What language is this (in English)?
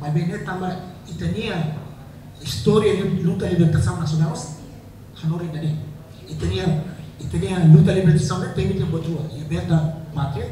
Tetum